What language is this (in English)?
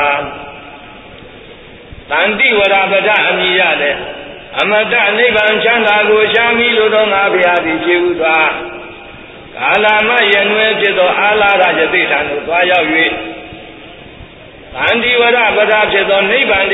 Burmese